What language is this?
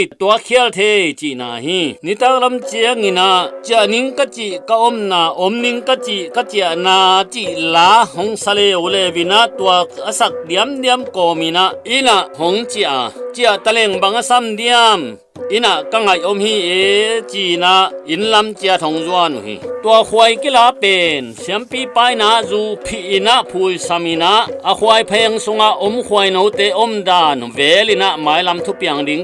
Tedim Chin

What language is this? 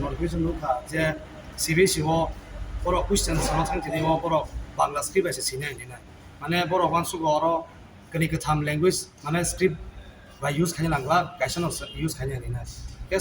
Kok Borok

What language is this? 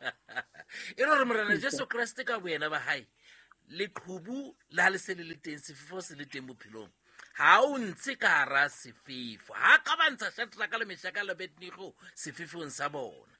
Southern Sotho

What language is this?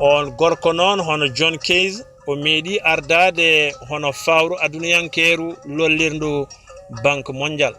Fula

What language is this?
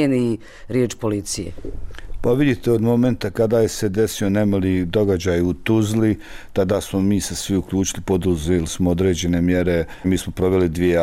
Bosnian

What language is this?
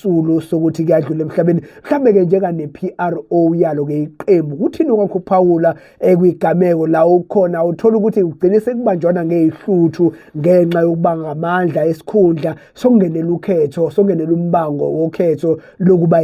Zulu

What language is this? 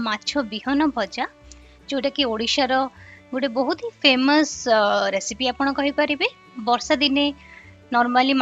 Odia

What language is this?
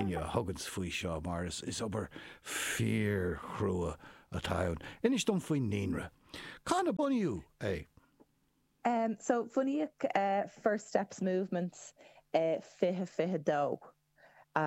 Irish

